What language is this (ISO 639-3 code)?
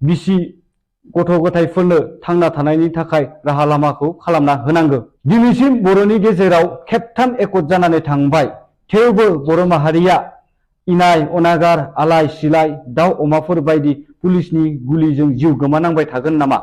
brx